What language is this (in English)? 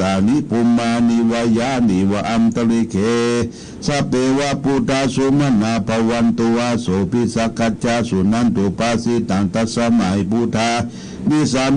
Pali